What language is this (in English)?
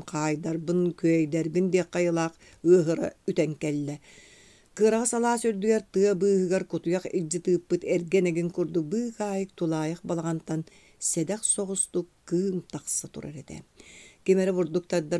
Yakut